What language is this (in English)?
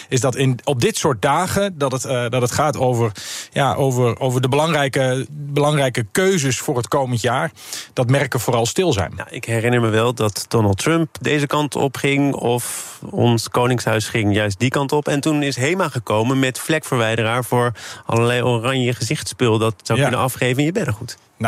Dutch